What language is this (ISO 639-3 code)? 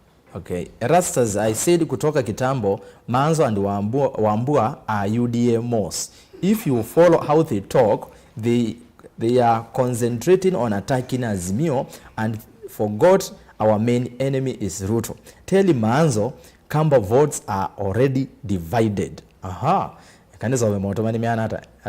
kam